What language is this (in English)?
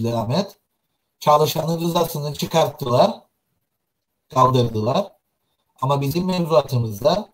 Turkish